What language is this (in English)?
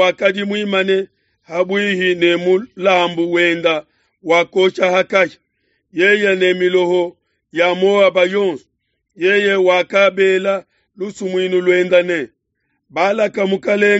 Luba-Lulua